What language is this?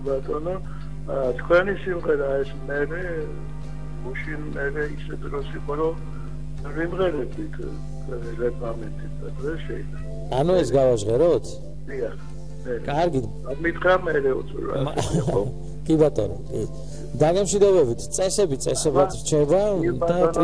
Georgian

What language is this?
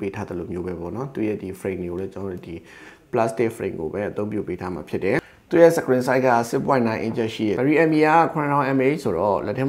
Burmese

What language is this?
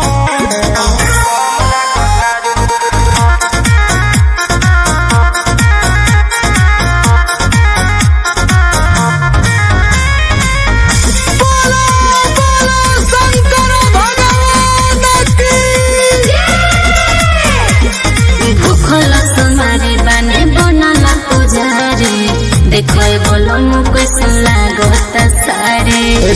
Bhojpuri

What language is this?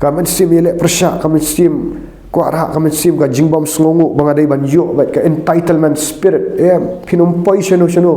Khasi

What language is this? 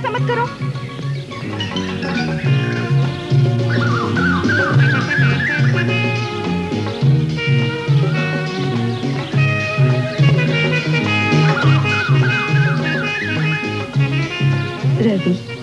Hindi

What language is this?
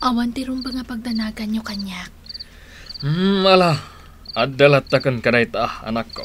Iloko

